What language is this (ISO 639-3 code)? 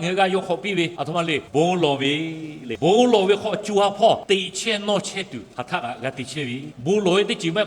lhu